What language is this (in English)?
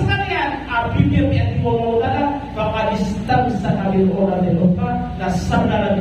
Maranao